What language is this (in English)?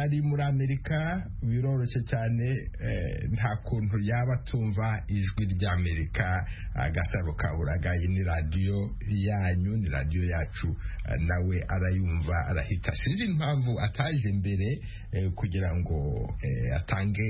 Kinyarwanda